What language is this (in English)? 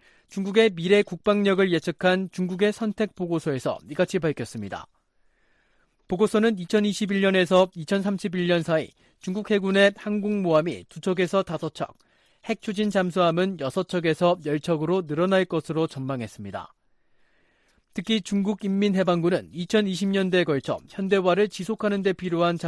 Korean